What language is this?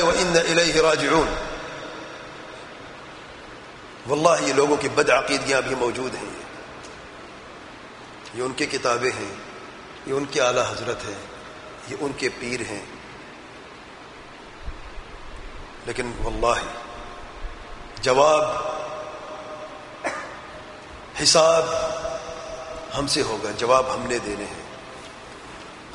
Urdu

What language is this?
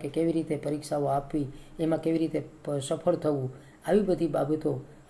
Gujarati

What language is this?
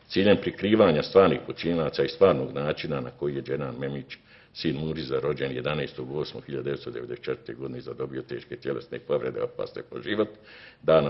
Bosnian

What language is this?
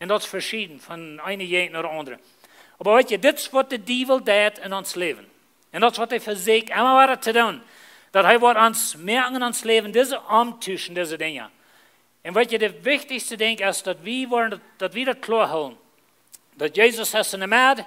Plautdietsch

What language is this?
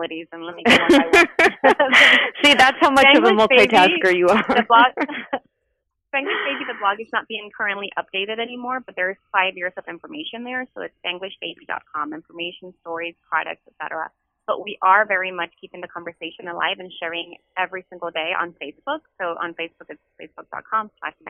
English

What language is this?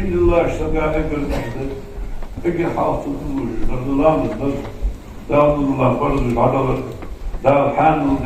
Ingush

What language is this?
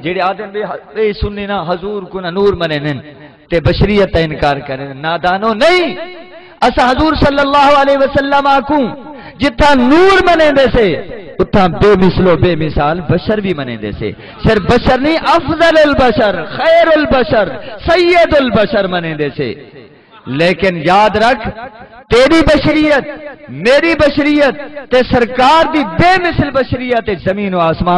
Saraiki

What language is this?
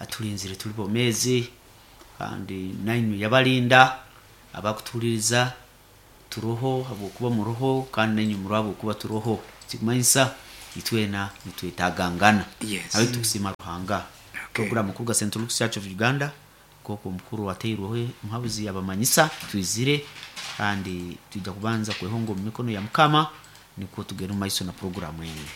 Nyankole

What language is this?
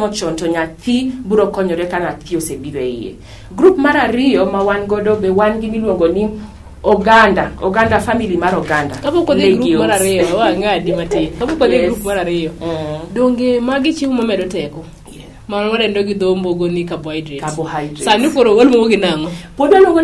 Luo (Kenya and Tanzania)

